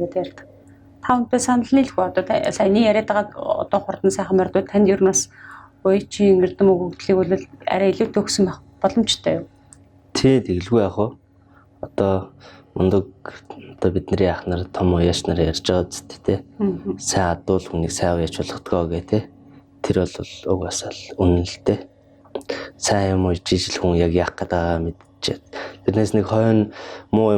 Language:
Mongolian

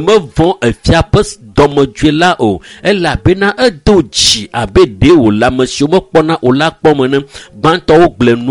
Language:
Ewe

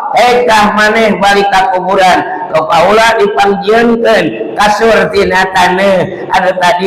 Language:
Sundanese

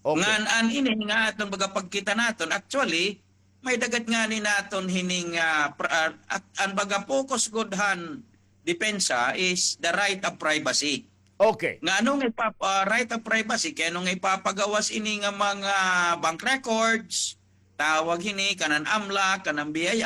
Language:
Waray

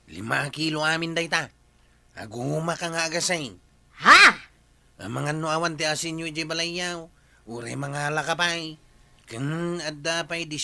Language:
Iloko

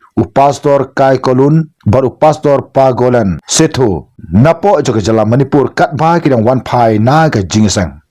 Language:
Khasi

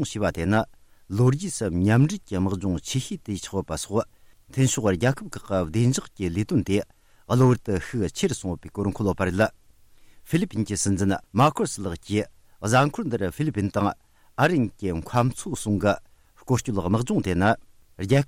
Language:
Tibetan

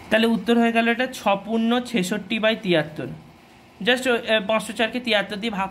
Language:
Bangla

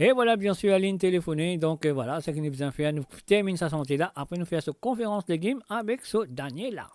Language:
Morisyen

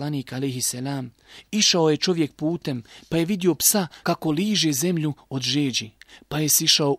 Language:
Bosnian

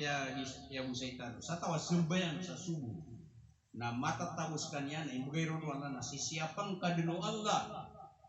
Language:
Maranao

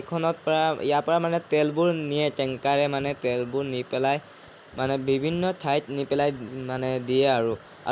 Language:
Assamese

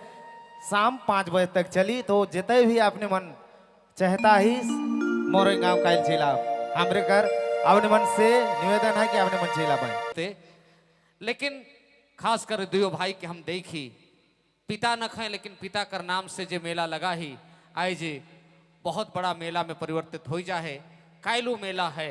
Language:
Sadri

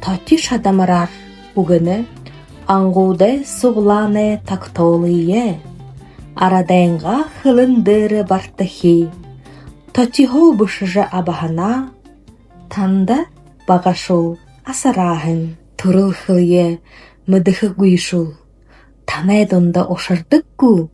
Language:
Buriat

